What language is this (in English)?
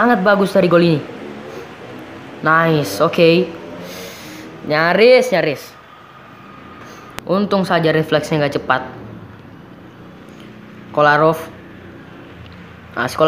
Indonesian